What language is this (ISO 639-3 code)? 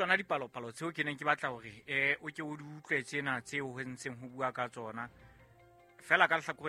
sot